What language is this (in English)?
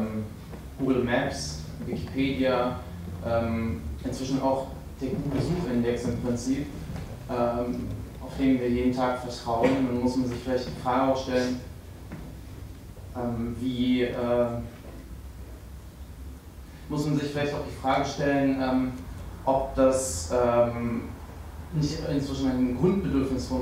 German